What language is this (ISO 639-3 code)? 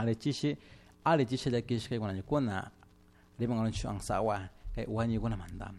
qug